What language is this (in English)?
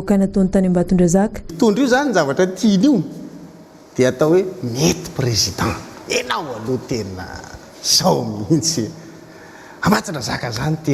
Malagasy